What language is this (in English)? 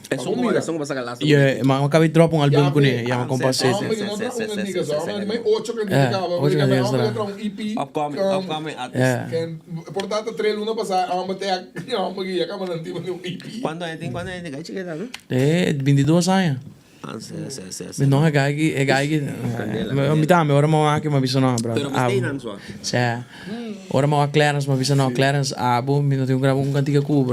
Papiamento